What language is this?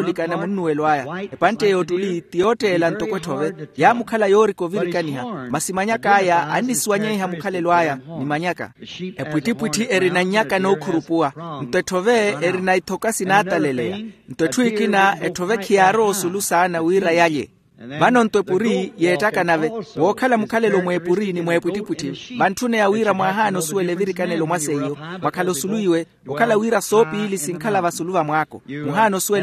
Makhuwa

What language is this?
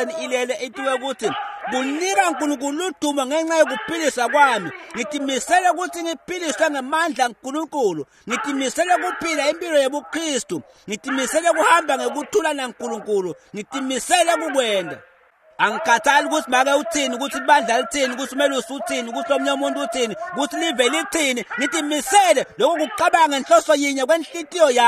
Swati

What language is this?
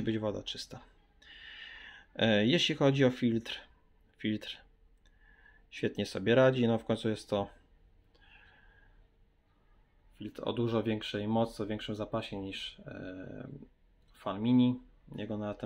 Polish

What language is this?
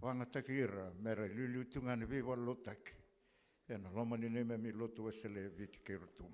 Fijian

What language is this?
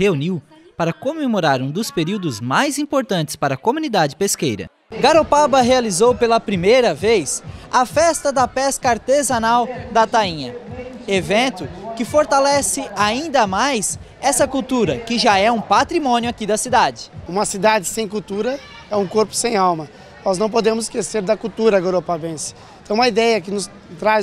Portuguese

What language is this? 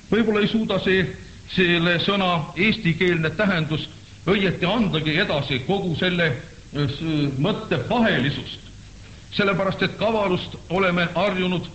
Estonian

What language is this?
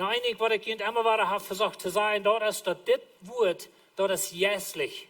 Plautdietsch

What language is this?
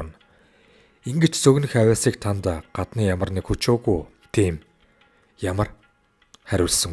Mongolian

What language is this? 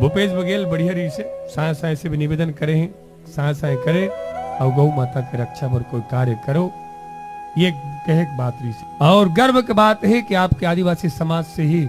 Chhattisgarhi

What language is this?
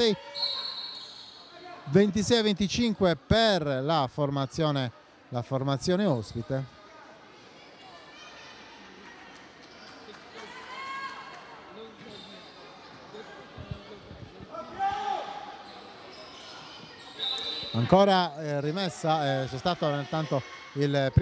Italian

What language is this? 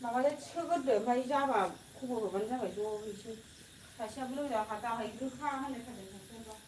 Bodo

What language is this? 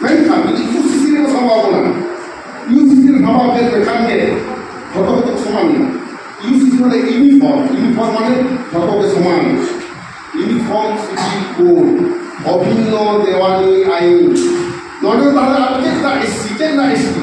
Santali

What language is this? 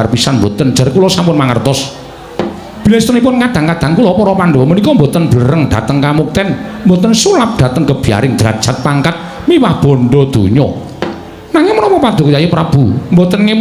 Javanese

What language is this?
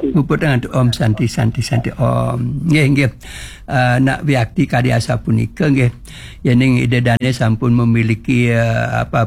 Balinese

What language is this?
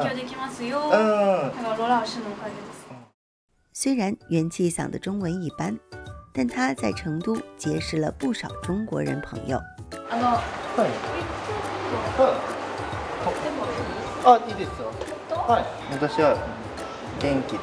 Japanese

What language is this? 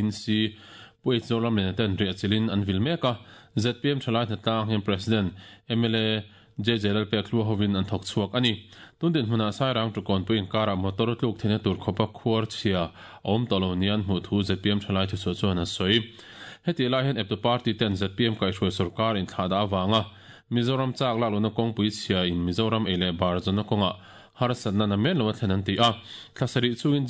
Mizo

